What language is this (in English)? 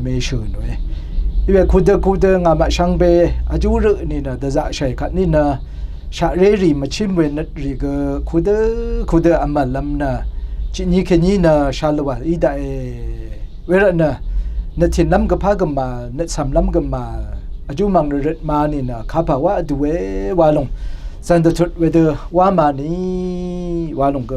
Rawang